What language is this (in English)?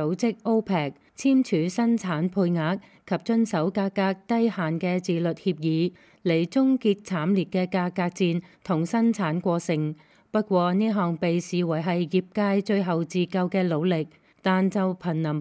Cantonese